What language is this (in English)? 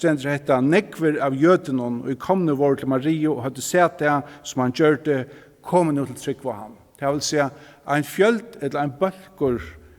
Faroese